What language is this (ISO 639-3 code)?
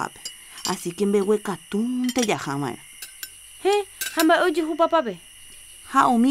grn